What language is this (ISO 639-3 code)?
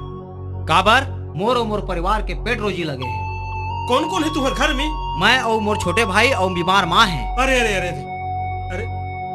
hne